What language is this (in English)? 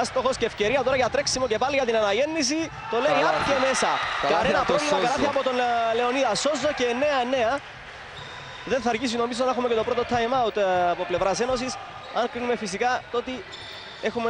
Greek